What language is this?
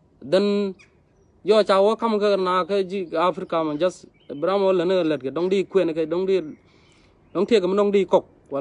Nuer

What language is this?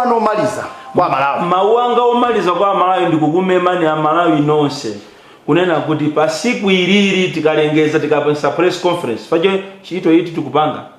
Nyanja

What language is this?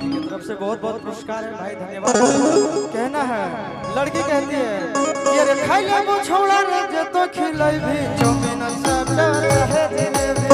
Magahi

